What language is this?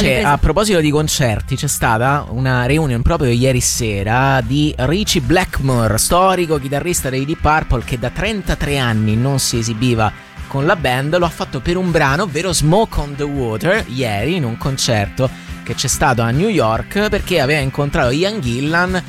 Italian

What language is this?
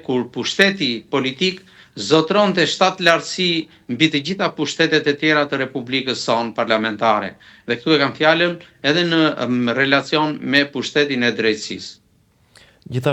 Albanian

